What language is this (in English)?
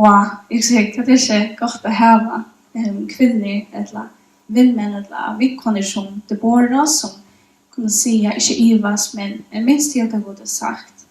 Faroese